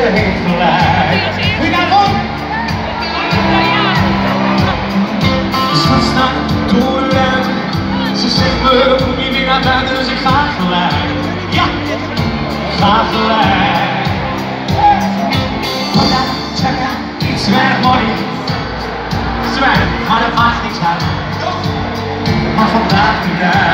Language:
Dutch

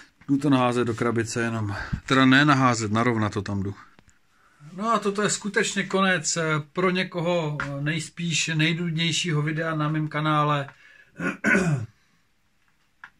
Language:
Czech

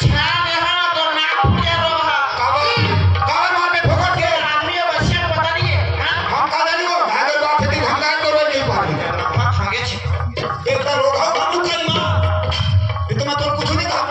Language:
Chhattisgarhi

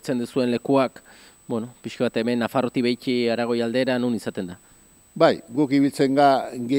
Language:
Basque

